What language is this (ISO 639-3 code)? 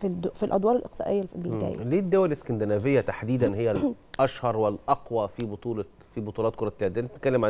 arz